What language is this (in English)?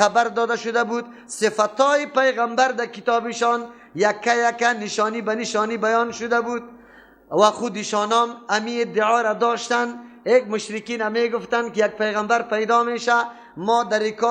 Persian